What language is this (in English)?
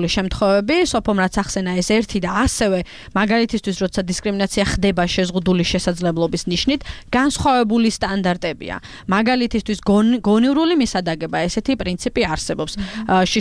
Georgian